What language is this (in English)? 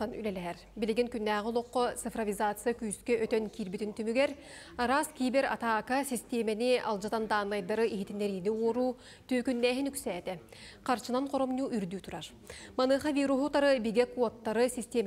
Yakut